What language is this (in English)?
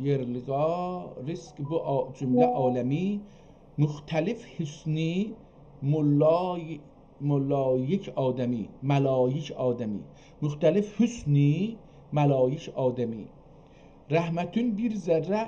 South Azerbaijani